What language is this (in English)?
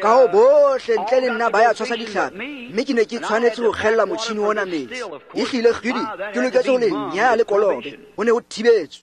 Tswana